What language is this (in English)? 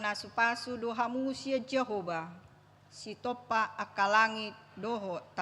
Batak Toba